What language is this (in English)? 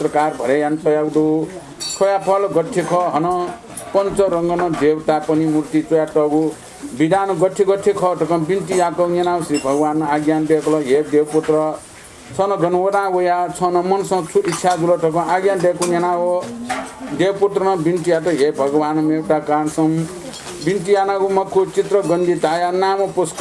Newari